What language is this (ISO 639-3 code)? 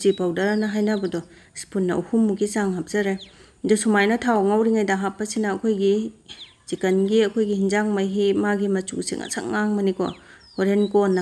mni